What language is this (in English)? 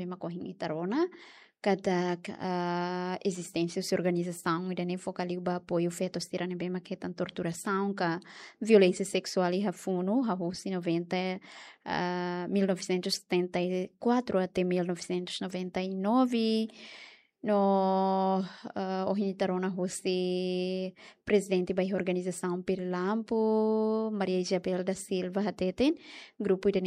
Tetum